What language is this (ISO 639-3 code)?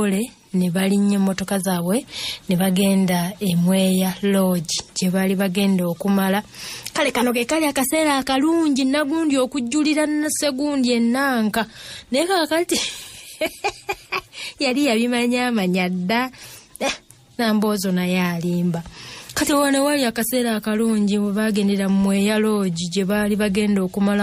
lug